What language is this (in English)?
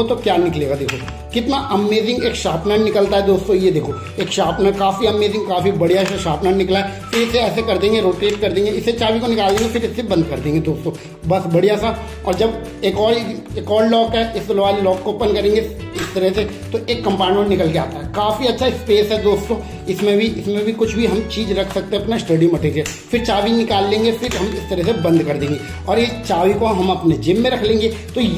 Hindi